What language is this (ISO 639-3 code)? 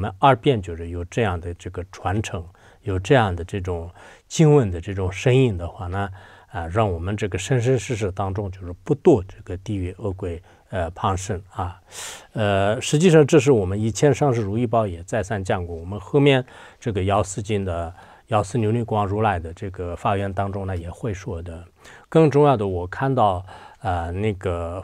zho